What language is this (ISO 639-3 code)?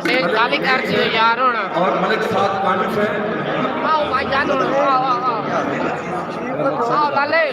skr